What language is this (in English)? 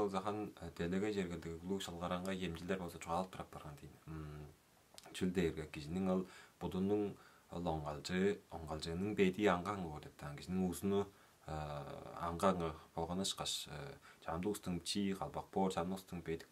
Tuvinian